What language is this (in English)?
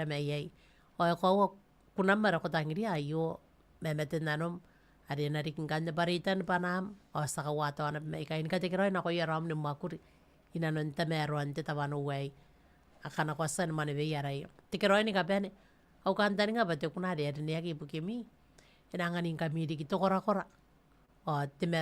Gilbertese